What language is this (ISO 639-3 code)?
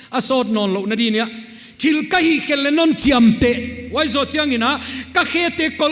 pck